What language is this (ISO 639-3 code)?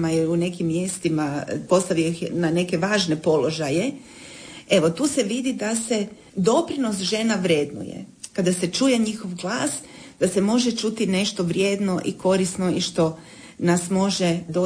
hrv